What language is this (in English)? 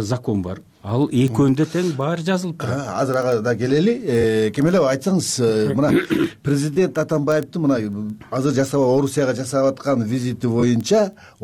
Kyrgyz